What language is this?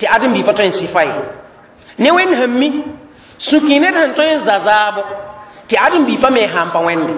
Mossi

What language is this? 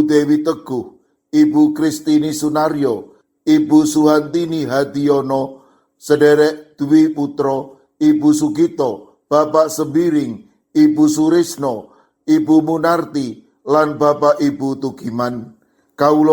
Javanese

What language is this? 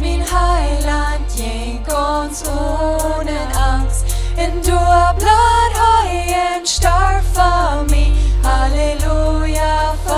Plautdietsch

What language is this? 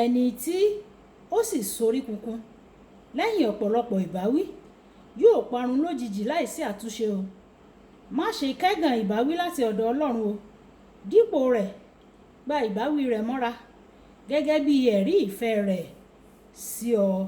Yoruba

